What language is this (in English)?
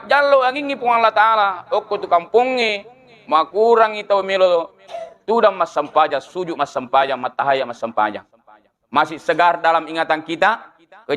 Buginese